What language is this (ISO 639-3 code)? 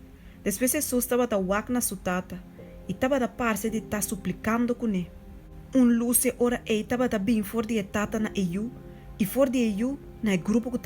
pap